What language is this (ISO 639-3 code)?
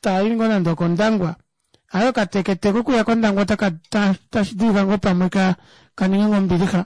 kua